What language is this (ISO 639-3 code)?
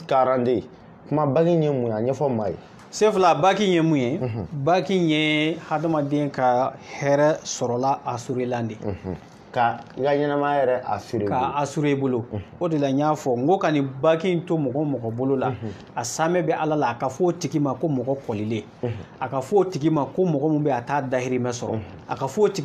bam